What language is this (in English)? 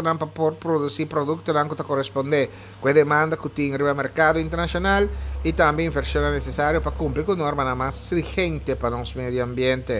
Papiamento